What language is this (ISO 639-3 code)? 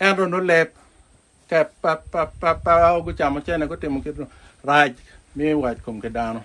ach